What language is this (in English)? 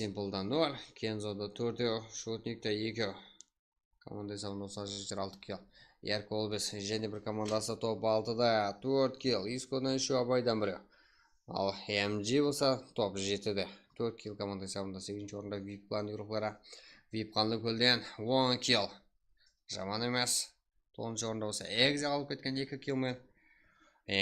Kara-Kalpak